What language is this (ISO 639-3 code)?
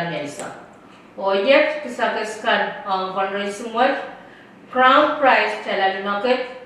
pon